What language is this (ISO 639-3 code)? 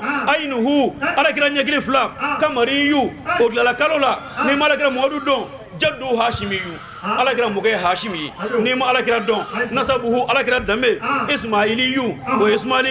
bam